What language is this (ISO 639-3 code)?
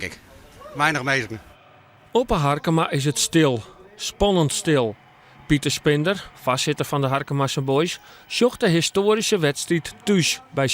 fry